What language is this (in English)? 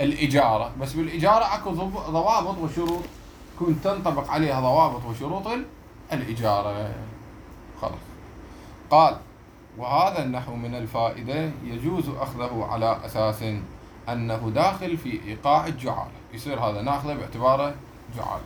Mesopotamian Arabic